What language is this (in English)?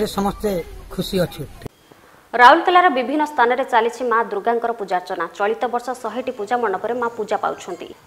Odia